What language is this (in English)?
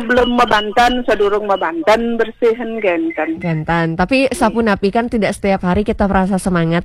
Balinese